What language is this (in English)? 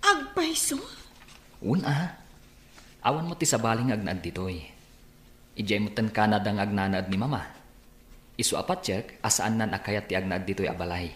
Iloko